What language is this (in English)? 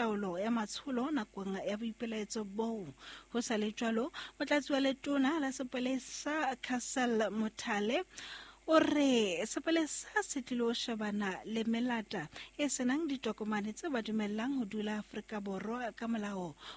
Southern Sotho